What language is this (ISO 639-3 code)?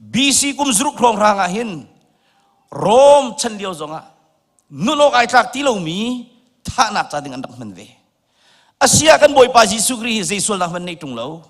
cnh